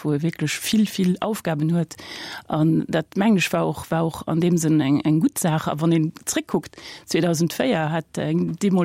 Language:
Luxembourgish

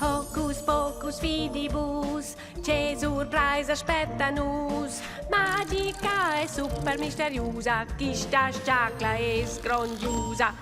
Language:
Romansh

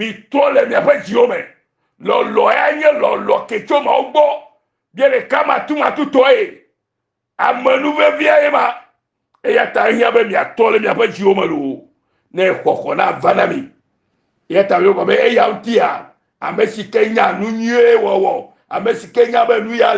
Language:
Ewe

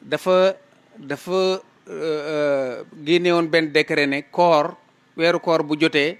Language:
Wolof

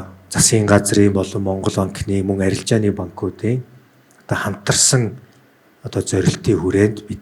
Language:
Mongolian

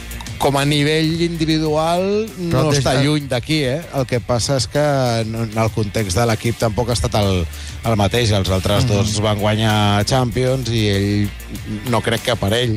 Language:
Catalan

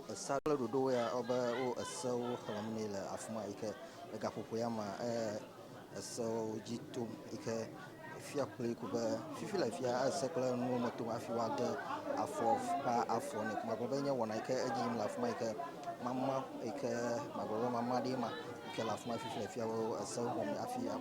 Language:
Ewe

